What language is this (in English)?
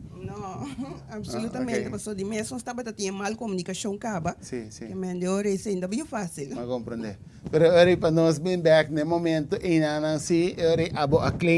Papiamento